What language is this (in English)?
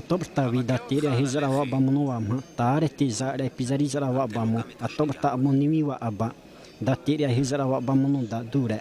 Xavánte